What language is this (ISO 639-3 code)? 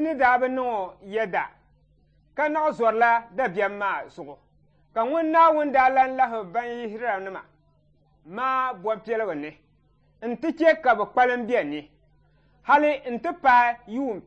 dag